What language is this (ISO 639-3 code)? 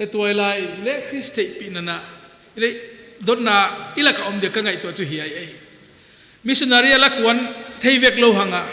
pck